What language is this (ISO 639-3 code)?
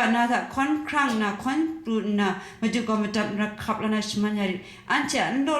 kac